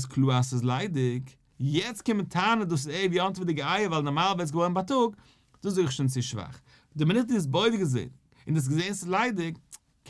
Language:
Yiddish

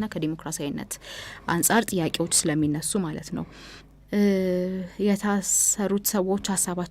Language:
Amharic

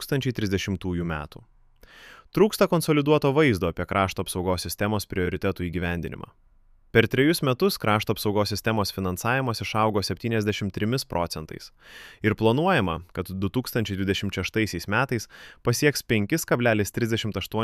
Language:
Lithuanian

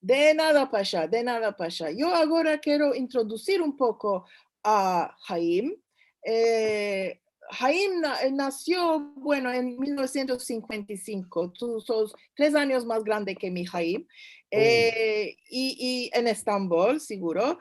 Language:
Ladino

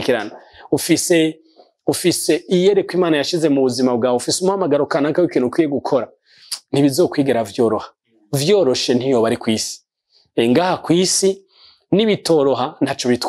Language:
Rundi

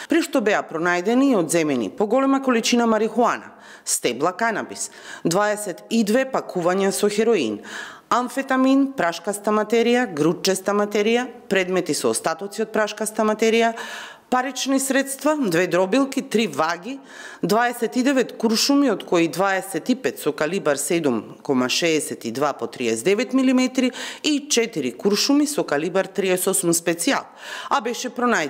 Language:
Macedonian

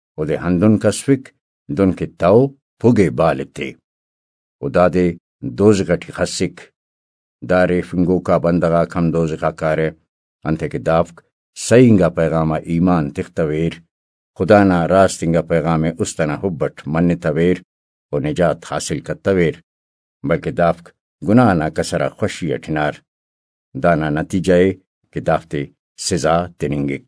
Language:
Brahui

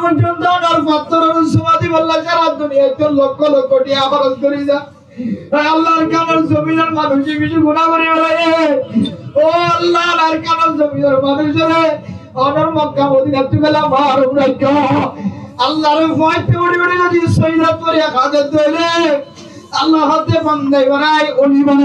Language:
Rohingya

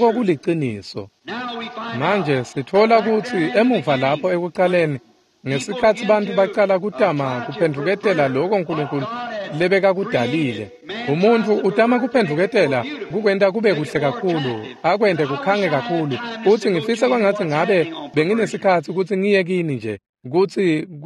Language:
Swati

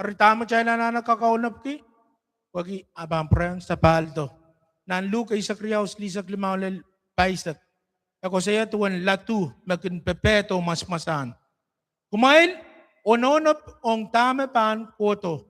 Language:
Pohnpeian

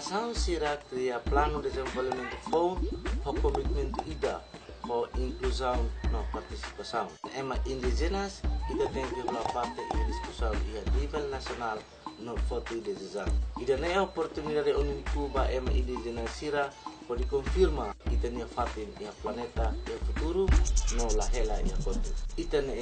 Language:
Tetum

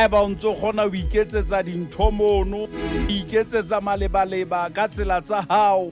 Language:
Southern Sotho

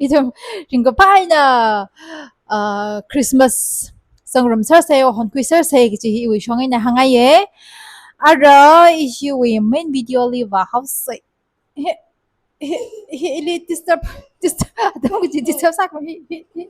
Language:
Tangkhul Naga (India)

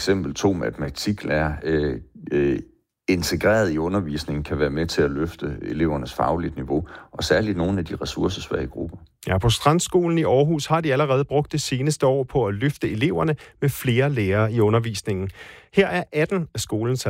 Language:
Danish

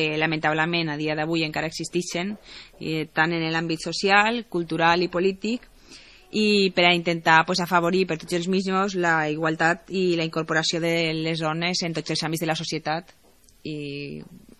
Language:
Catalan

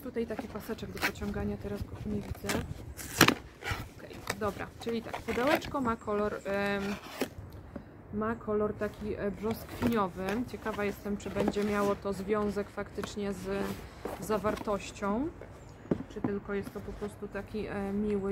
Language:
Polish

